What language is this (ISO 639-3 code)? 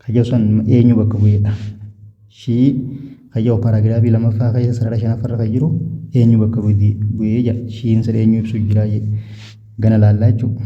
orm